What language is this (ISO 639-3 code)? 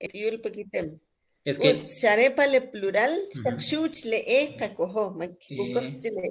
quc